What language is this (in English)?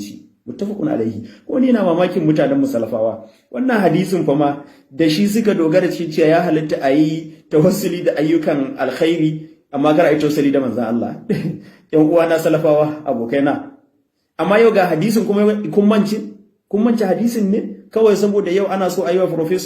Hausa